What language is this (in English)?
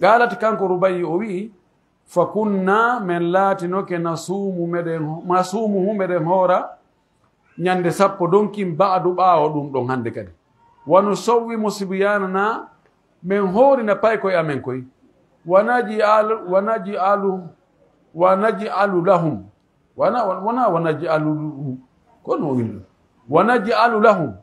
Pular